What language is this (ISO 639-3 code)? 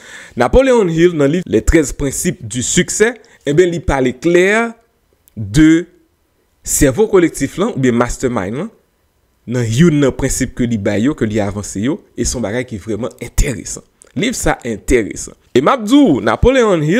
hat